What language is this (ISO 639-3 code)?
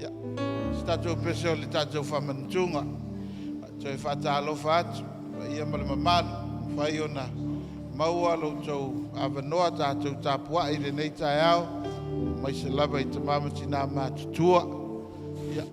smo